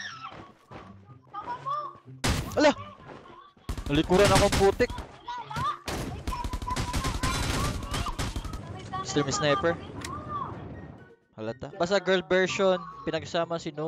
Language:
Filipino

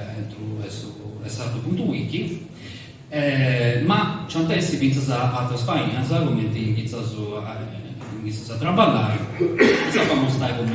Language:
Sardinian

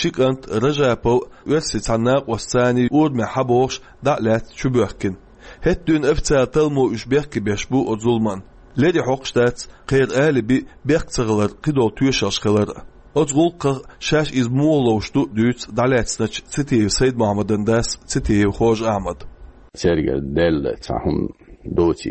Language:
Chechen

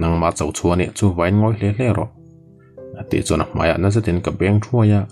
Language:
Mizo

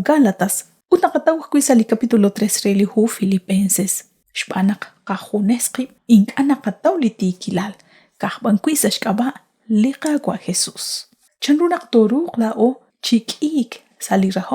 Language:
Kekchí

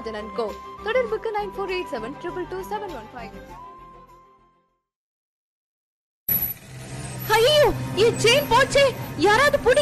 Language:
Tamil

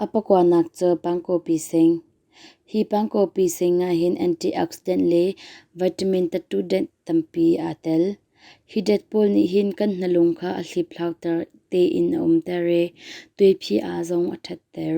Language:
Hakha Chin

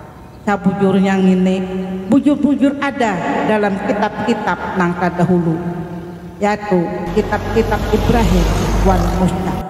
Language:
Banjar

